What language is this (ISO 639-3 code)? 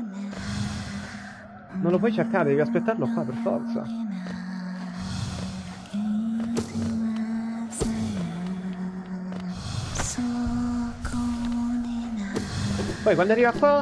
ita